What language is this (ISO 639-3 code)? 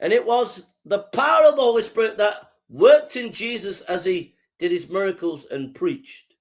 eng